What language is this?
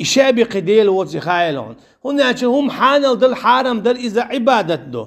Chechen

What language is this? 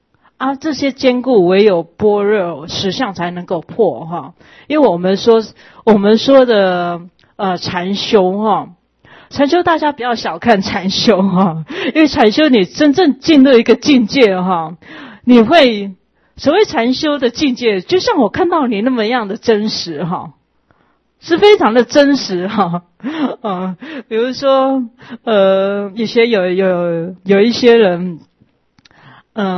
Chinese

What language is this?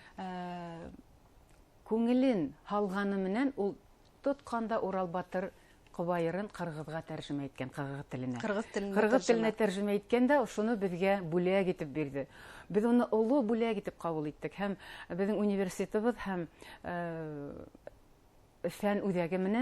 Bashkir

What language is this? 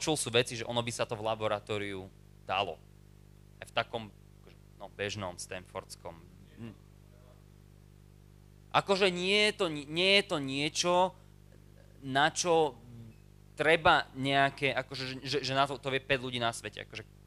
Slovak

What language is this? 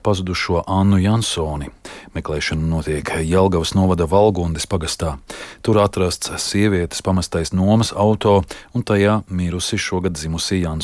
Latvian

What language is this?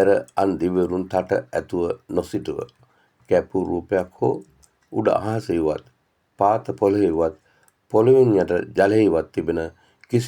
Sinhala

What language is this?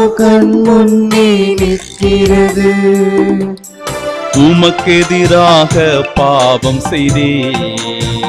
Tamil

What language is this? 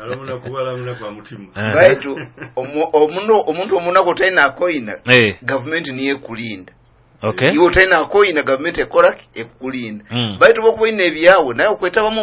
Nyoro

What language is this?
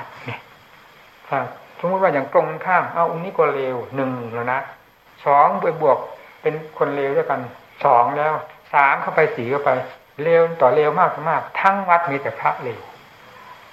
Thai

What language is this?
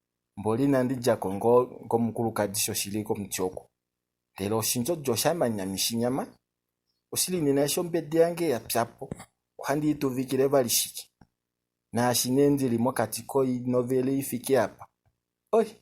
Kuanyama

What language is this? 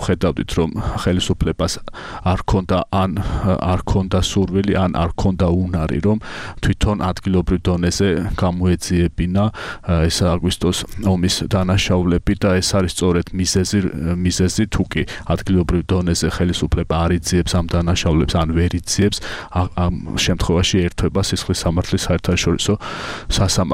Georgian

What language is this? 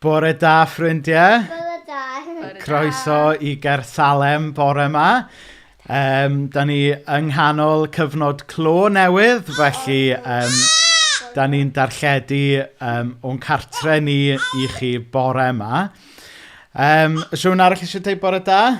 Welsh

